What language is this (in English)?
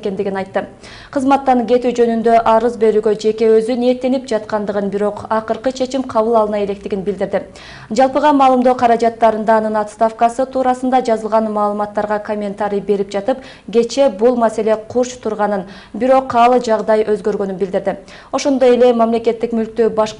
Kyrgyz